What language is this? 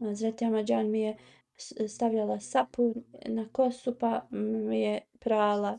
Bosnian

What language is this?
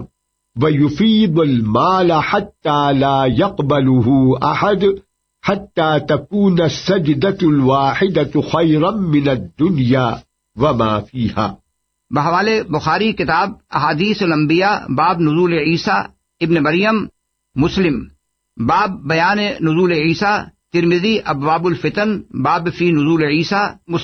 Urdu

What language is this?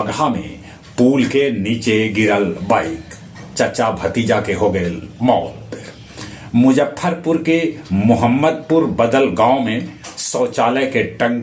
Magahi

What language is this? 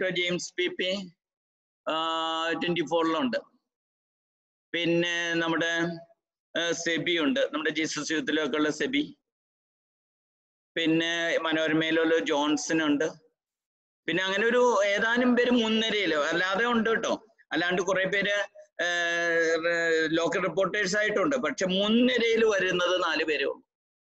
Malayalam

